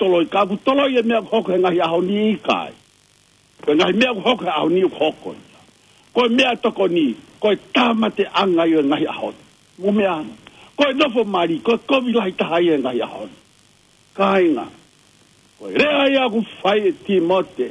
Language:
Tongan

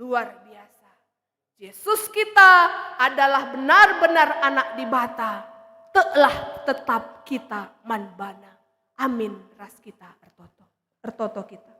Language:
Batak Karo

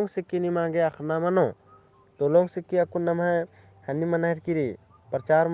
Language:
Kurukh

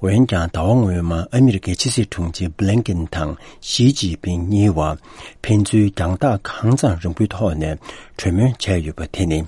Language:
Tibetan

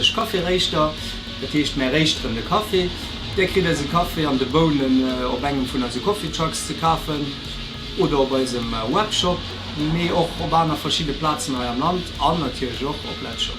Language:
Luxembourgish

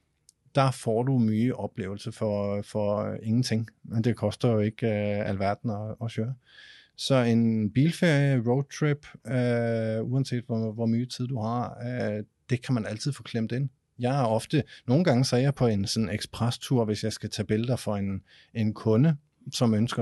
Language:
Danish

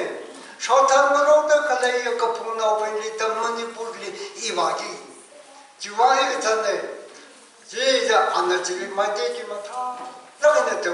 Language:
Tangkhul Naga (India)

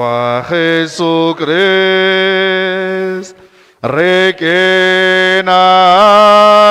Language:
Kekchí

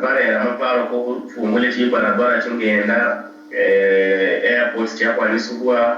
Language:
Luyia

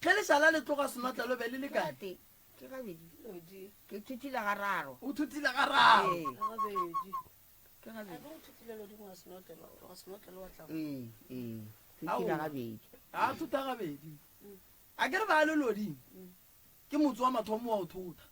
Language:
Northern Sotho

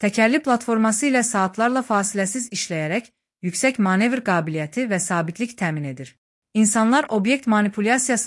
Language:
Azerbaijani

